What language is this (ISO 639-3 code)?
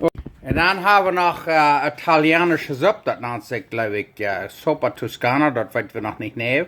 pdt